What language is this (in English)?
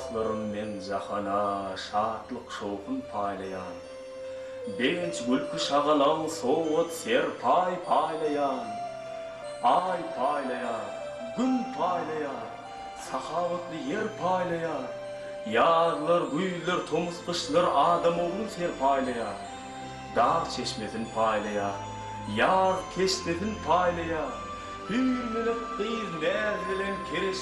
Turkmen